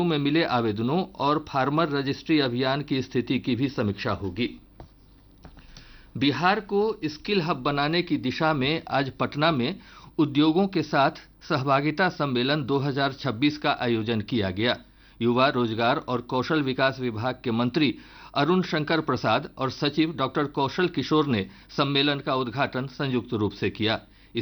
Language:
Hindi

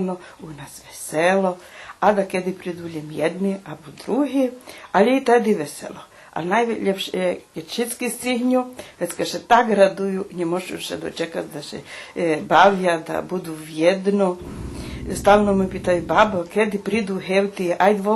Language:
Rusyn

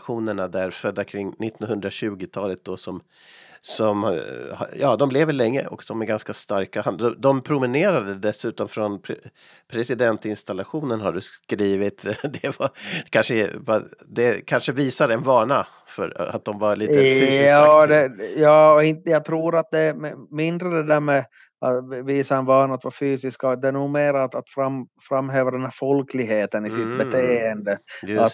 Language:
Swedish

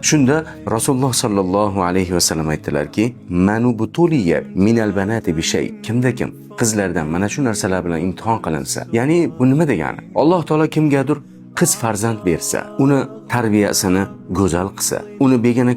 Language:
Uzbek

